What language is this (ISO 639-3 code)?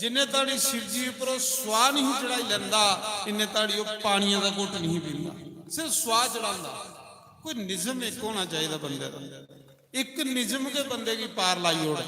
doi